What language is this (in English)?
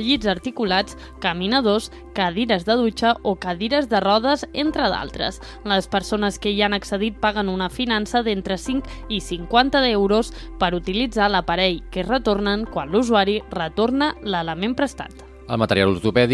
Catalan